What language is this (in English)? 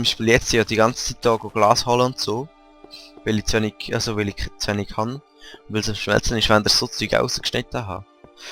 Swiss German